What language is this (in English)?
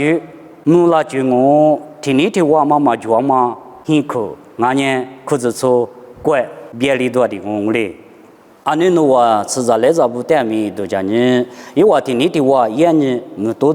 Lisu